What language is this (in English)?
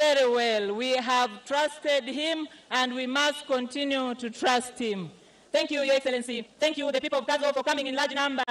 Nyankole